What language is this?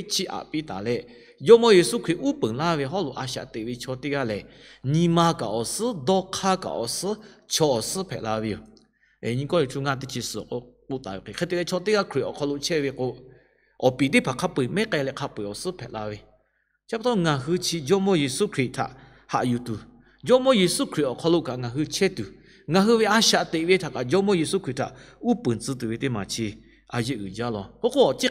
Lahu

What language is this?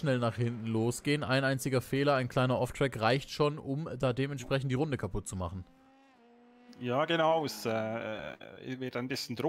German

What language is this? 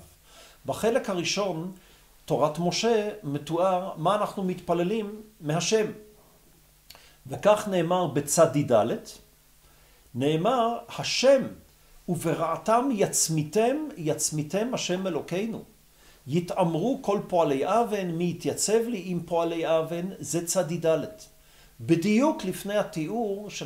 Hebrew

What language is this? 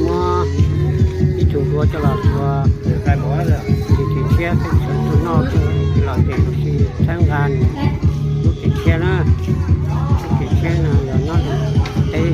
Hmong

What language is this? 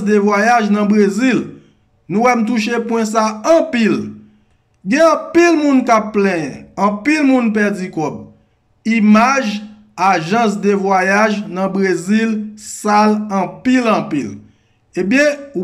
Haitian Creole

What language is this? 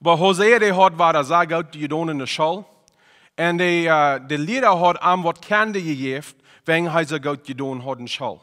Plautdietsch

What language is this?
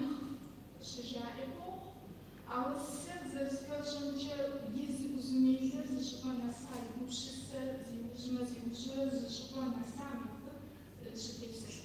Kabardian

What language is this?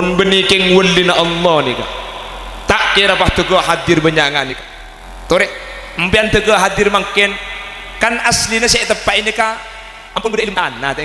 Madurese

